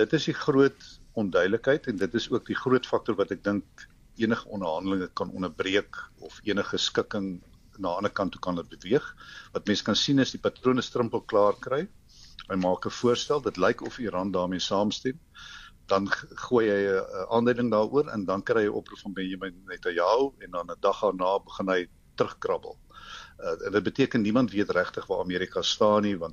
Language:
Afrikaans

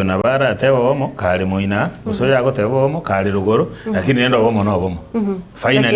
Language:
Gusii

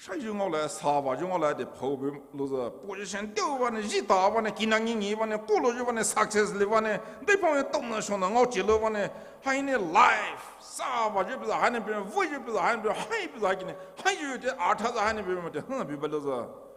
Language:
Poumei Naga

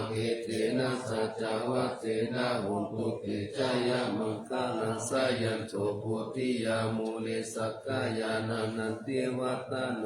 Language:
Pali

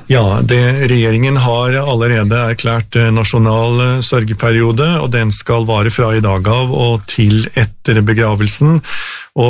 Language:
Norwegian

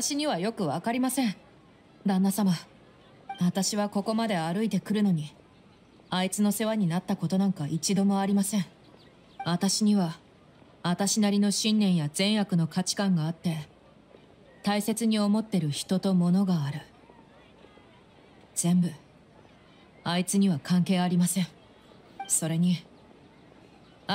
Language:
Japanese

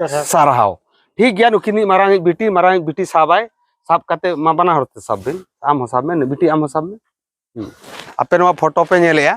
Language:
Santali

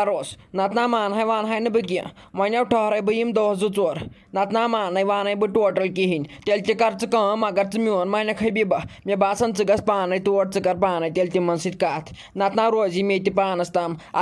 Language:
Kashmiri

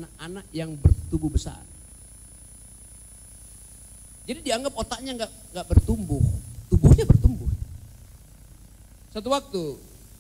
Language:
Indonesian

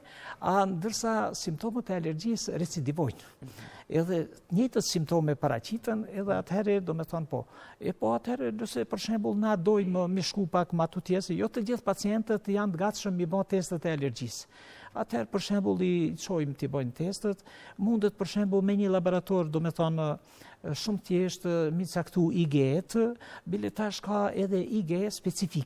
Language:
Albanian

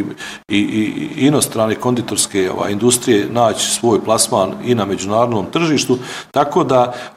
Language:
Bosnian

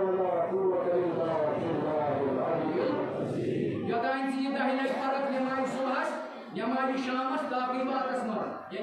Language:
Kashmiri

